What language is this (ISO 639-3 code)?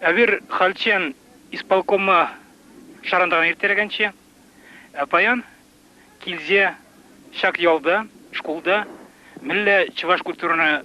chv